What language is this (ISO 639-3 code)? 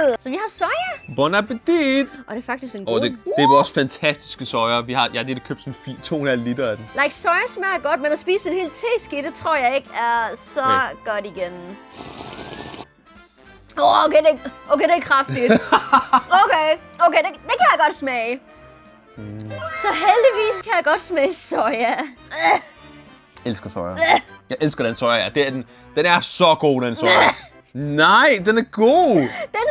dan